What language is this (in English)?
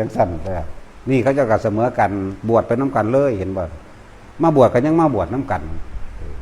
Northeastern Thai